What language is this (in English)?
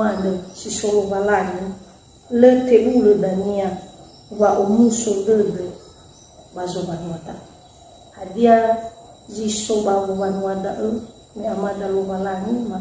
Nias